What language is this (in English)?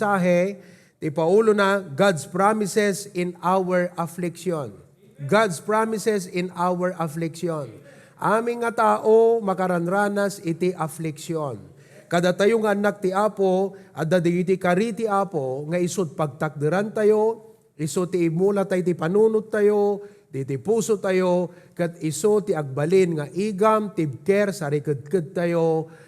Iloko